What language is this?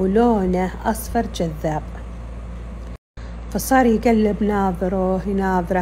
Arabic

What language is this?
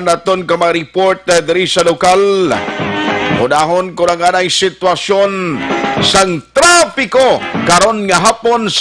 Hiligaynon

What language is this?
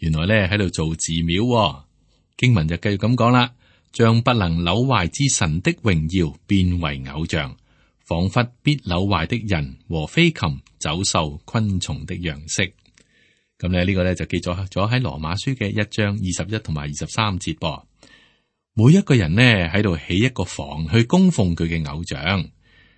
Cantonese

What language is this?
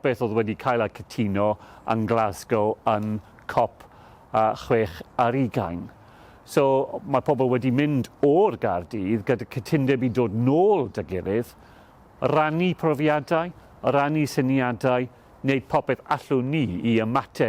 Welsh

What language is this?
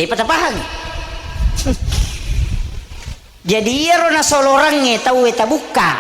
Buginese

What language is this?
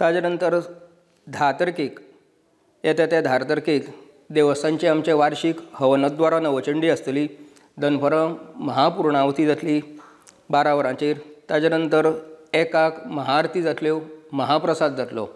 Konkani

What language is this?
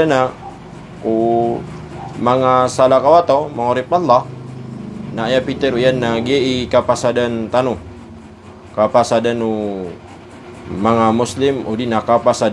Maranao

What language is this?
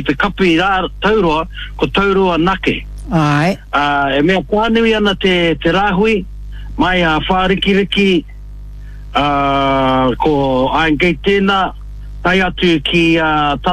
Māori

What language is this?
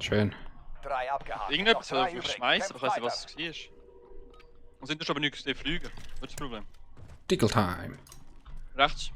Swiss German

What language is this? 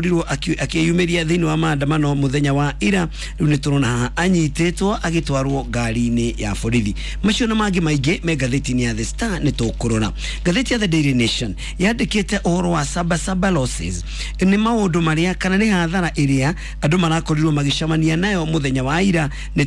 Kikuyu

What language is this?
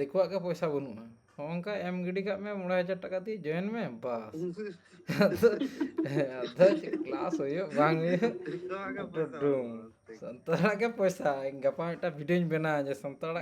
Santali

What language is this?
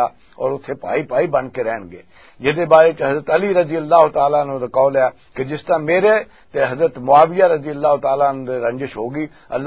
Western Panjabi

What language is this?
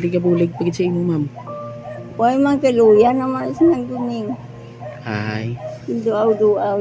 Hiligaynon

